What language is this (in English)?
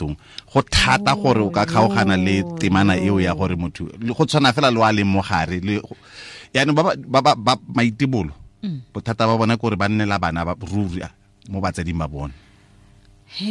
Tswana